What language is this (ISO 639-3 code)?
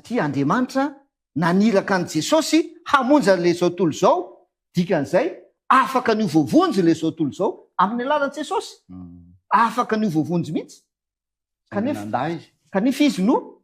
mlg